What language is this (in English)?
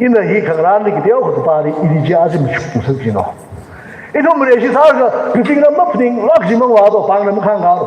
Tangkhul Naga (India)